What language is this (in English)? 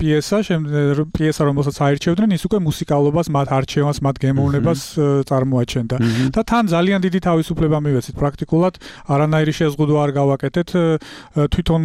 Georgian